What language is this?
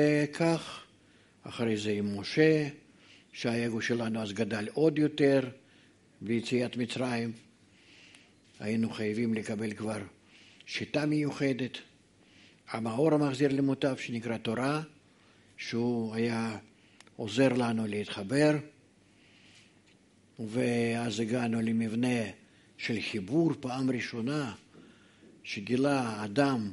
Hebrew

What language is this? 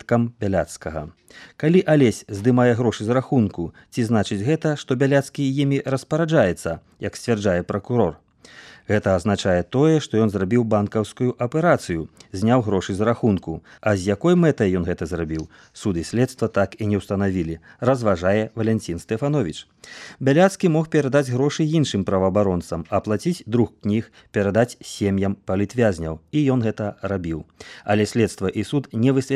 Belarusian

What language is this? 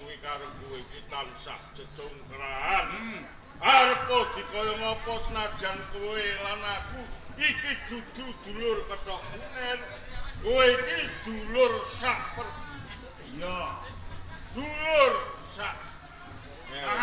Javanese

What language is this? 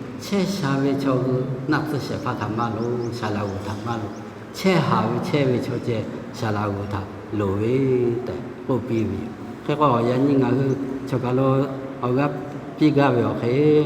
Lahu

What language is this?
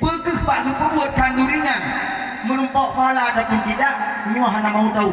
Achinese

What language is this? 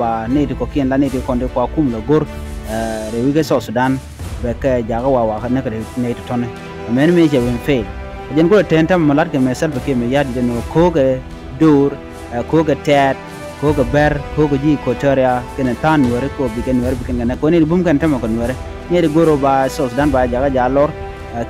Nuer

